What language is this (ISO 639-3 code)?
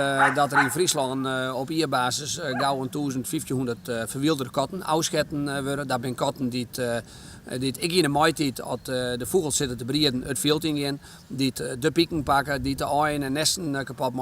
fry